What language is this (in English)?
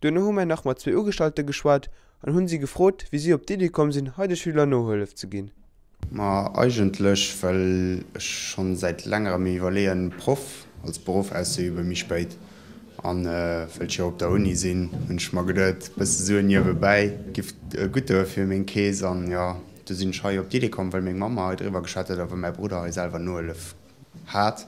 Luxembourgish